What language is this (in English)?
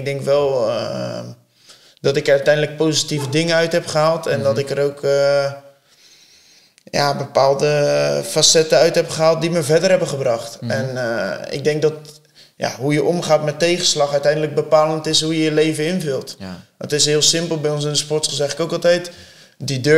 Dutch